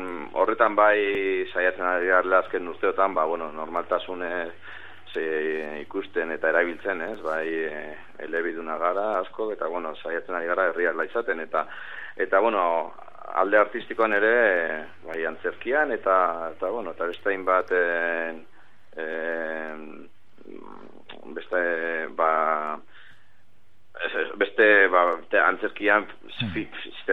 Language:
Basque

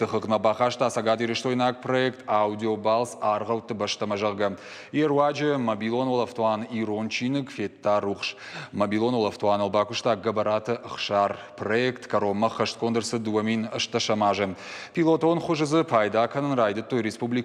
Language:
Ossetic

